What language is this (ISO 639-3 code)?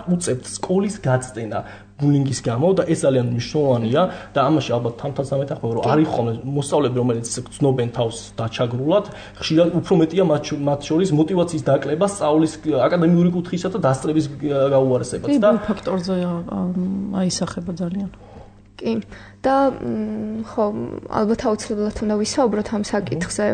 kat